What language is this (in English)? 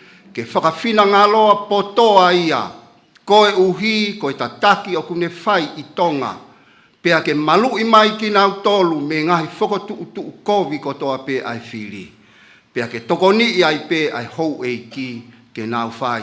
Tongan